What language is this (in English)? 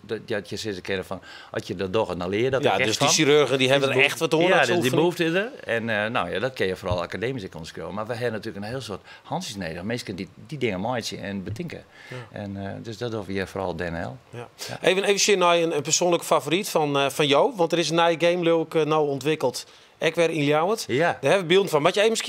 Western Frisian